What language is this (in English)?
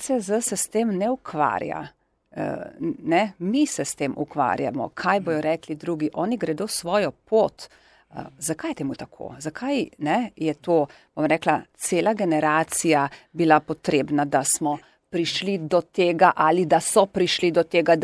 Slovenian